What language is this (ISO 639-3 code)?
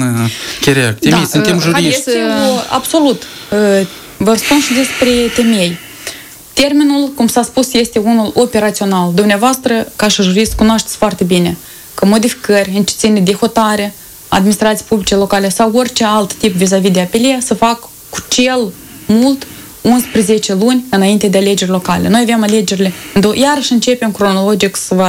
ron